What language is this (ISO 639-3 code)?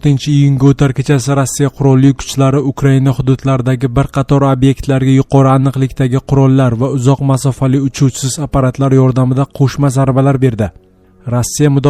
uzb